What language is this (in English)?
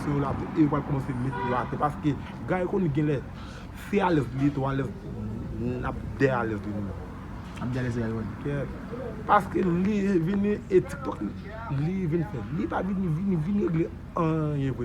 Haitian Creole